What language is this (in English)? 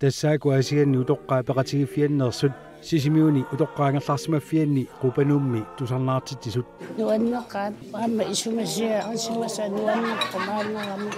Kalaallisut